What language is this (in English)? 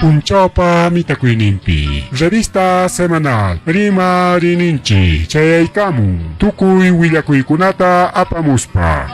Ayacucho Quechua